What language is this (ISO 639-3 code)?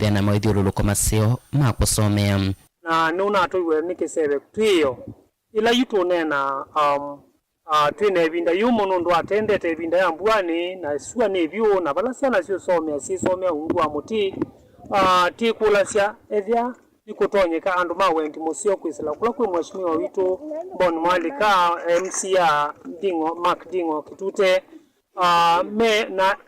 kam